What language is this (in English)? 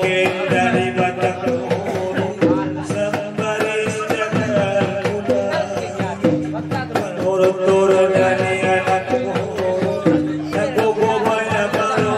Batak Angkola